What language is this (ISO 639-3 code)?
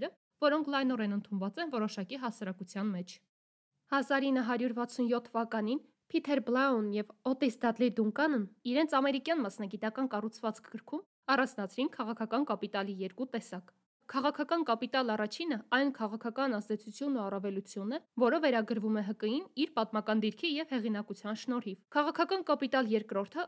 hye